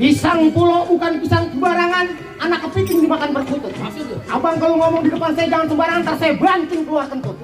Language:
Betawi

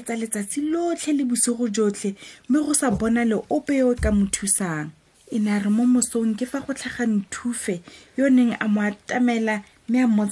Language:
Tswana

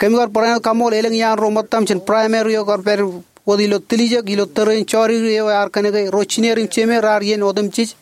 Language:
Marshallese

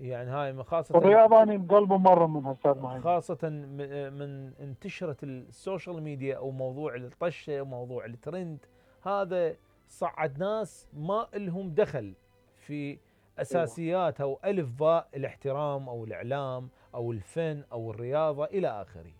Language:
Mesopotamian Arabic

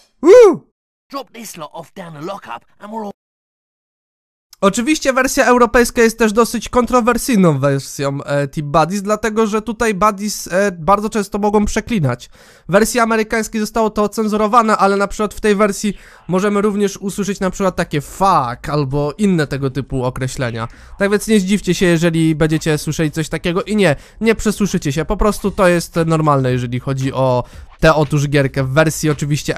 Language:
Polish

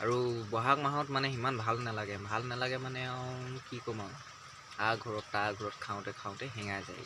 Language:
Assamese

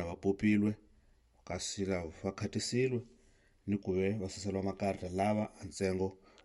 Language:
Tsonga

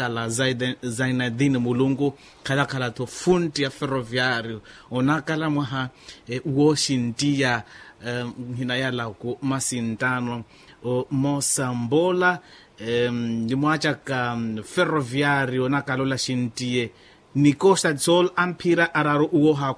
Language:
Makhuwa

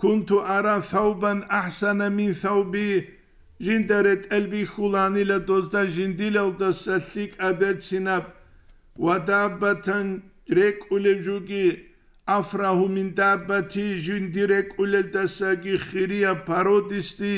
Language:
Avaric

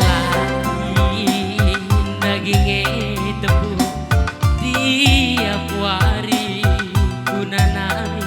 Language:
Batak Karo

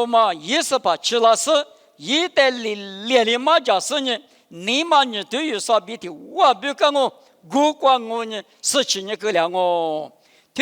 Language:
Lisu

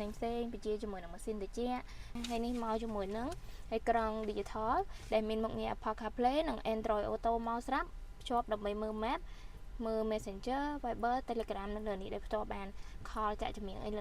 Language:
Khmer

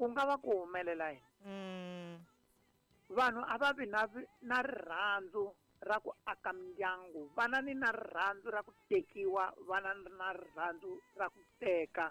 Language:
Tsonga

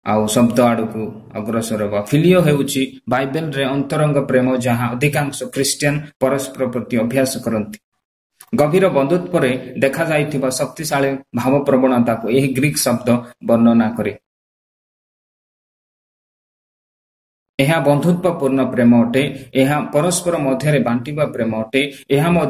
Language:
Odia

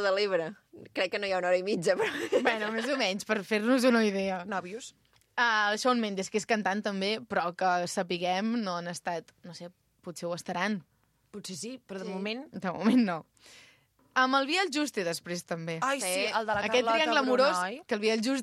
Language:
Catalan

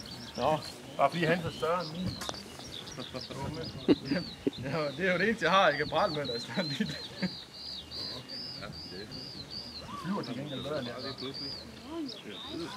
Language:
Danish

